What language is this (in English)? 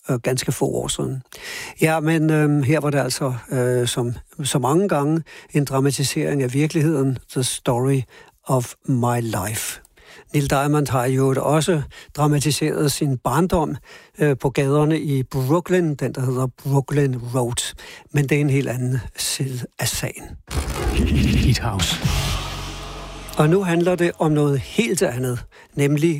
Danish